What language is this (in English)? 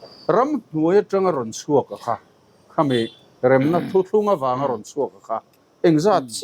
Mizo